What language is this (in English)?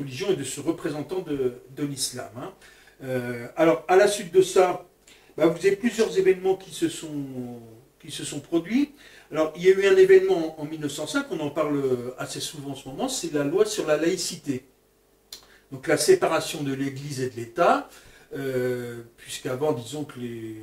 French